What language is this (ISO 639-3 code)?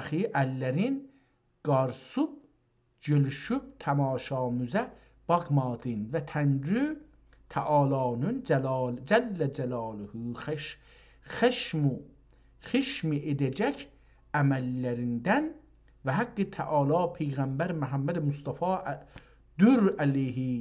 azb